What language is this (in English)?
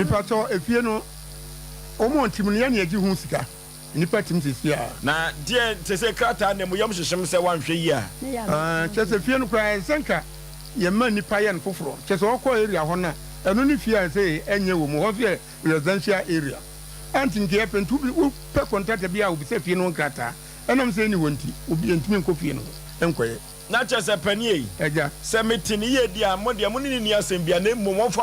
Akan